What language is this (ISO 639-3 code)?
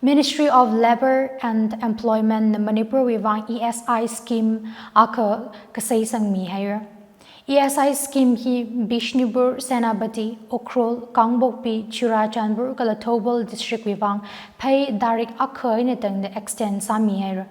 nmf